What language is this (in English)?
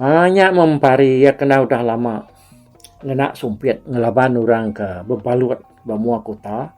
Iban